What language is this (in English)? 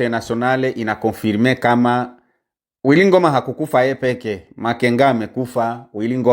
Swahili